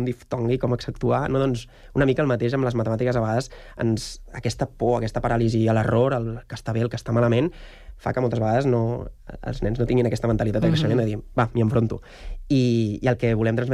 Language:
Catalan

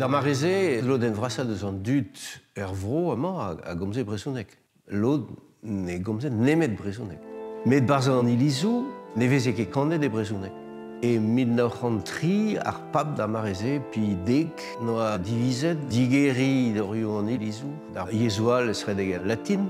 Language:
Breton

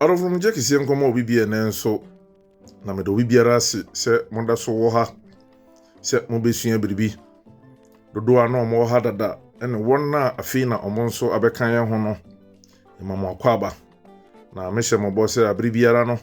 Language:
Akan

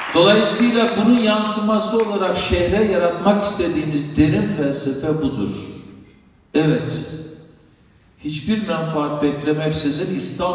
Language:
Turkish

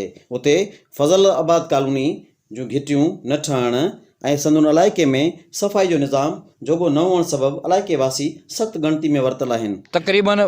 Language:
Sindhi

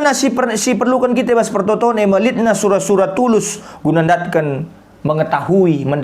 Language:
Batak Karo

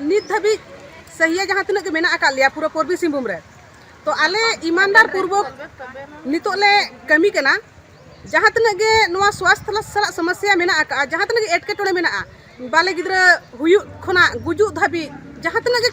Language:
Santali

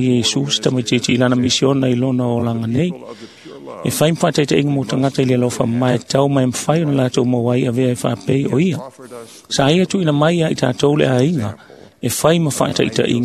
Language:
Samoan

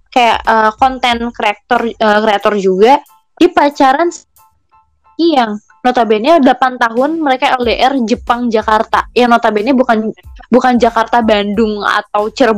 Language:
Indonesian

